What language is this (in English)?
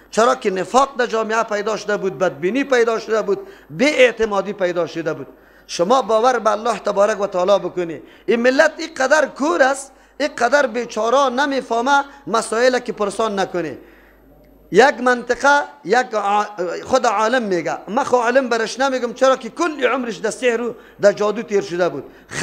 Persian